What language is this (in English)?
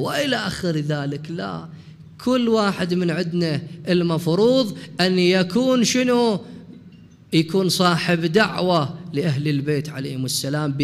Mesopotamian Arabic